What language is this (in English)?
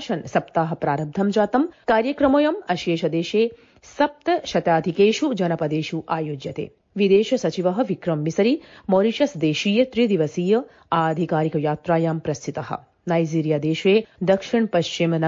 Sanskrit